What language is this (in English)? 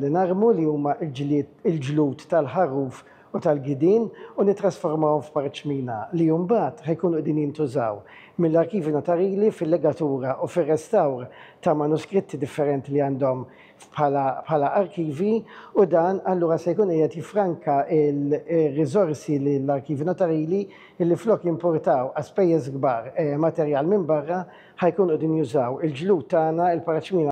Maltese